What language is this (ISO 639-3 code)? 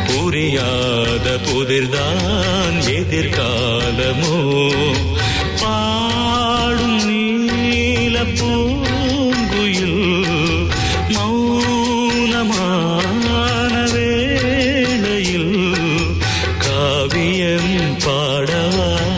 tam